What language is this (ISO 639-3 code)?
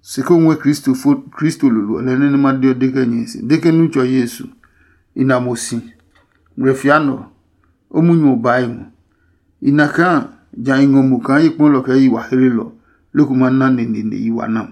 ada